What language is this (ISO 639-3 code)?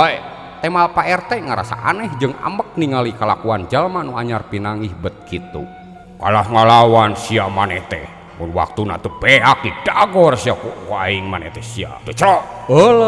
sun